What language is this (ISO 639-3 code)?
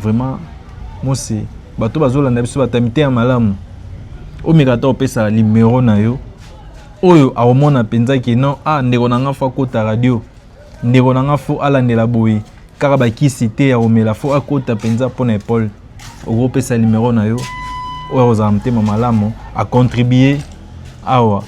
lin